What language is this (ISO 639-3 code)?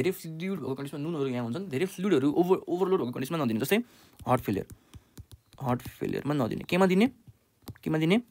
nep